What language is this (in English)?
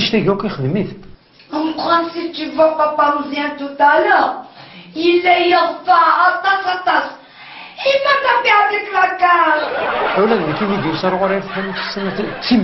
Kabyle